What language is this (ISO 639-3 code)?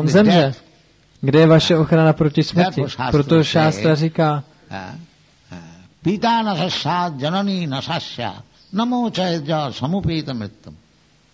ces